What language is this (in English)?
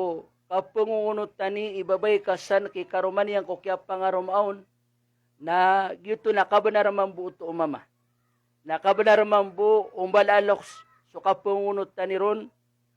Maranao